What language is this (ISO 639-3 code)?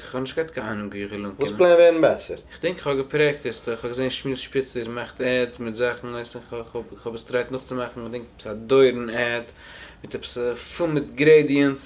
yid